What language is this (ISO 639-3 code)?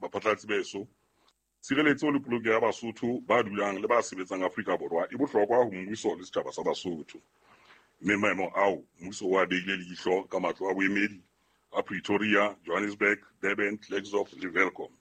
sot